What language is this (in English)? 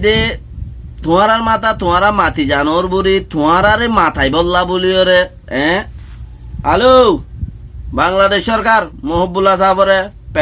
Rohingya